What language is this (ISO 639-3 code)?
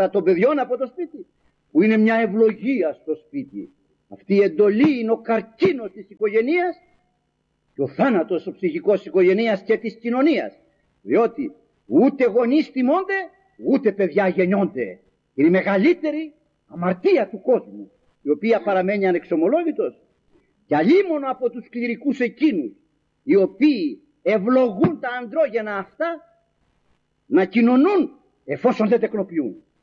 ell